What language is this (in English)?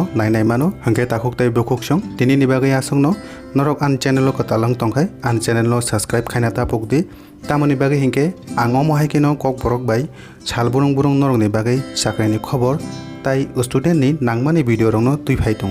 Kok Borok